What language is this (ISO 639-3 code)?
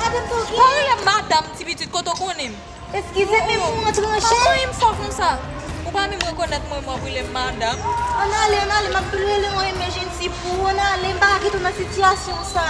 hat